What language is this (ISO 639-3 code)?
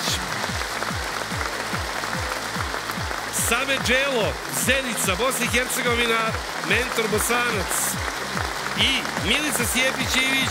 srp